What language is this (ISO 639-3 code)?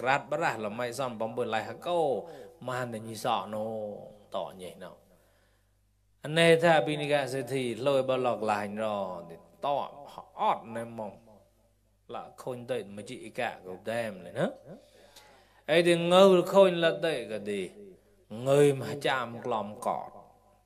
mnw